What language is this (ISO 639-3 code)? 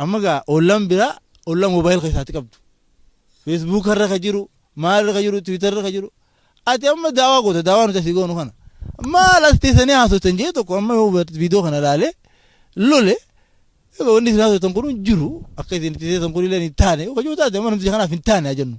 orm